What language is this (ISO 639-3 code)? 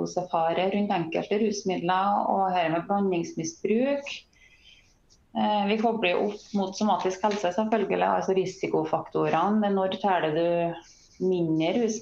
nor